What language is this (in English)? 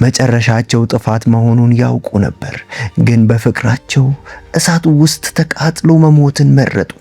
Amharic